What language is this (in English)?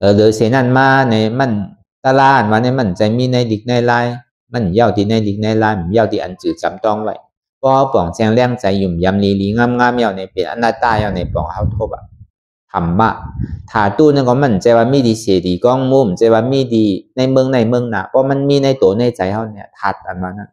Shan